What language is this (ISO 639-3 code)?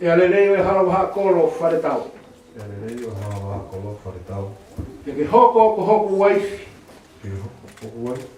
ton